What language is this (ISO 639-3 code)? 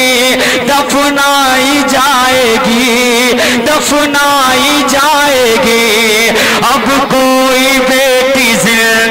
urd